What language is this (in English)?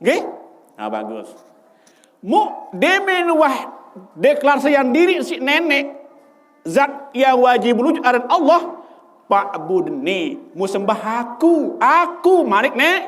Sasak